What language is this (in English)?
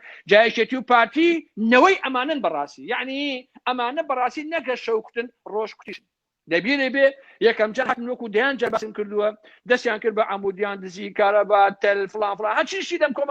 Central Kurdish